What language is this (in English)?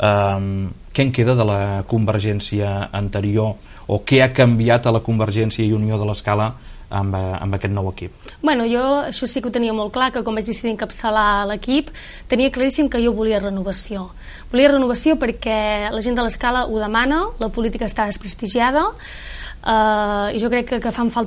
Catalan